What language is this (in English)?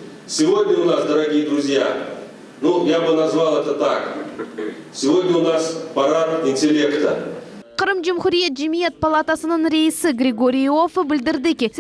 Crimean Tatar